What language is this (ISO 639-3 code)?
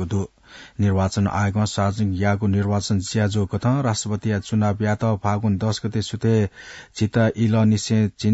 new